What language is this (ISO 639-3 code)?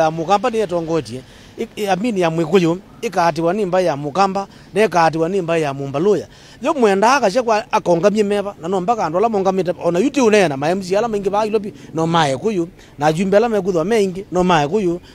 kam